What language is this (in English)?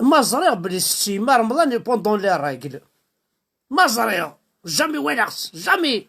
Kabyle